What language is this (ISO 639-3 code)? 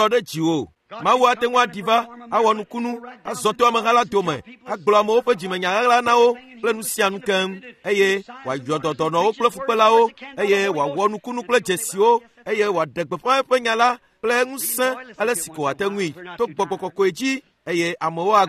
ewe